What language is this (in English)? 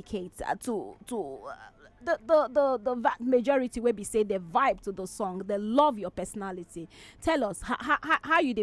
Nigerian Pidgin